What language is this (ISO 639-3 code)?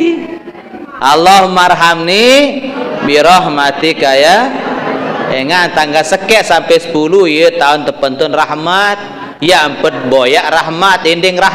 sas